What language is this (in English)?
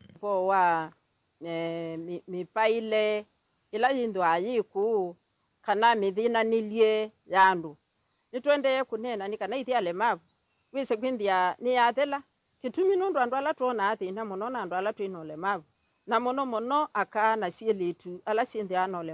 Kamba